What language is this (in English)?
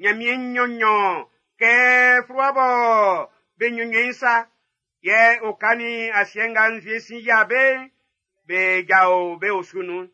Baoulé